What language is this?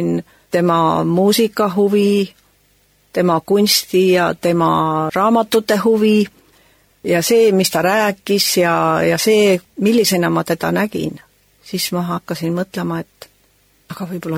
Estonian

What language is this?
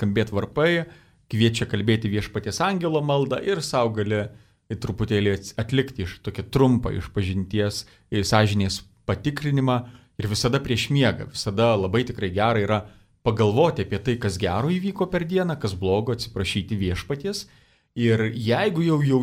Lithuanian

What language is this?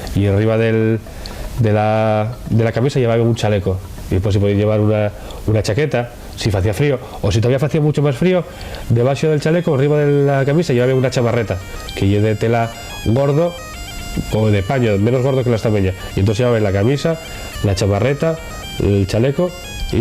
Asturian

